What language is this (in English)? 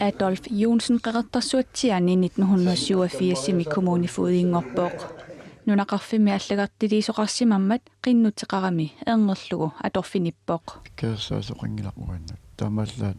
Kalaallisut